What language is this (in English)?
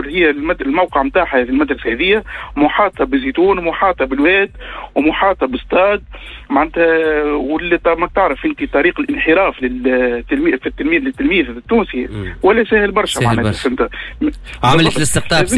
Tunisian Arabic